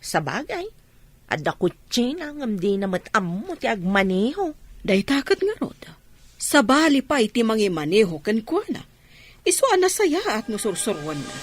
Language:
Iloko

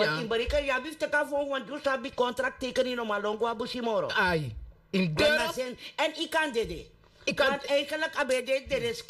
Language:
Sranan Tongo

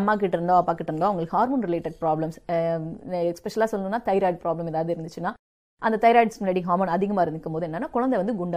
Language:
Tamil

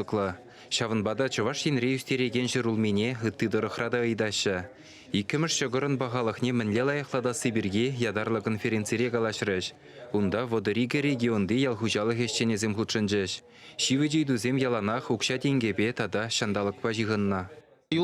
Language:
Chuvash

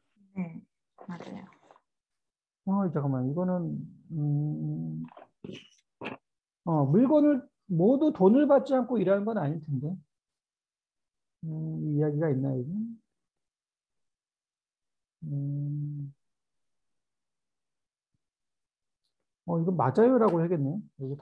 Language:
Korean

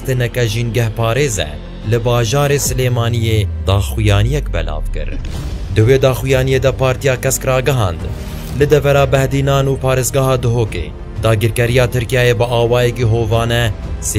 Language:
Kurdish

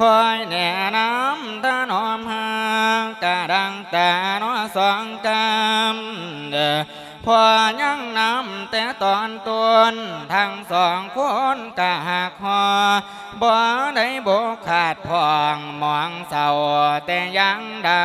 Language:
Lao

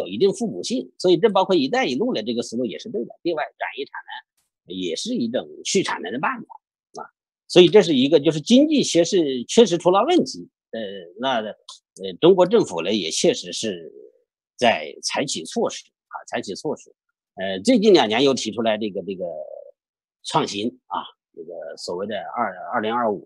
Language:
Chinese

